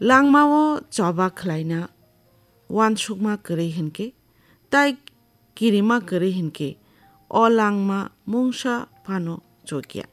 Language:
Kok Borok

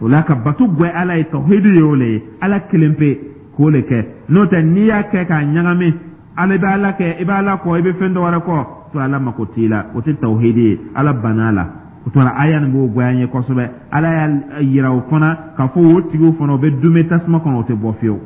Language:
Dyula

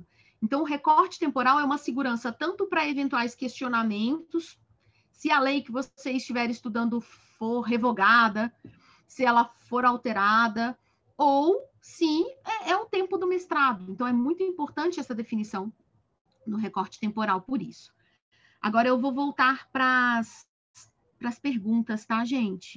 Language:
Portuguese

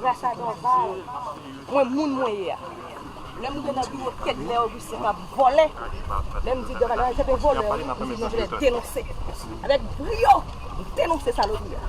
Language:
Haitian Creole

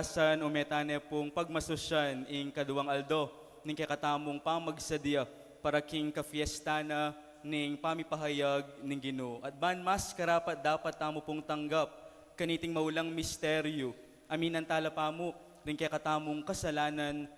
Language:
Pampanga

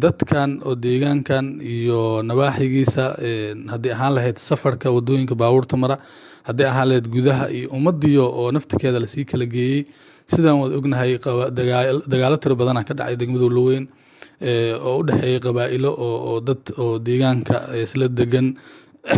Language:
Somali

